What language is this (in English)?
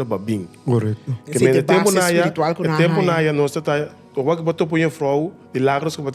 Papiamento